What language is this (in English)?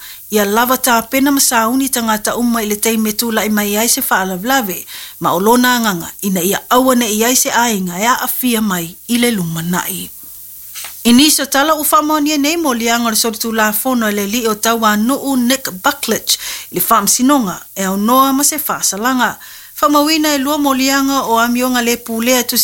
Samoan